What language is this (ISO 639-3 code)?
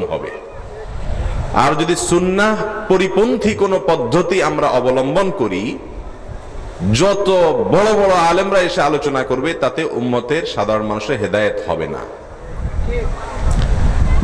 ben